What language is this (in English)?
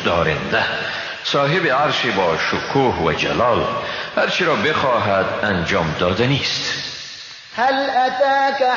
Persian